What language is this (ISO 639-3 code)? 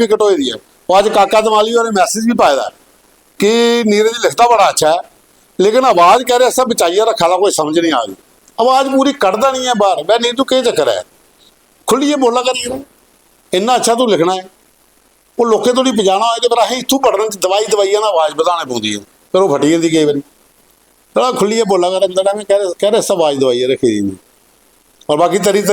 doi